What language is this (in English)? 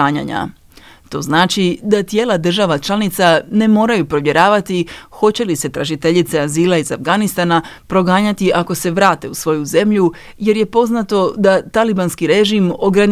Croatian